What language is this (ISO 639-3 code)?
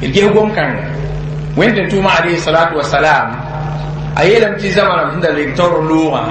mos